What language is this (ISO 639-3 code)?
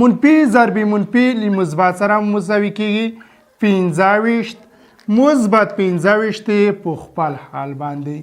pus